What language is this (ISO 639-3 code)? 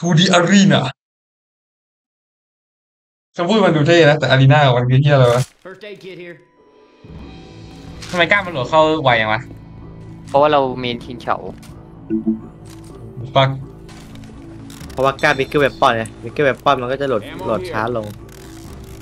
tha